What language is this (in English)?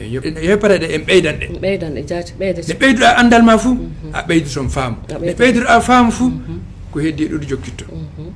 Fula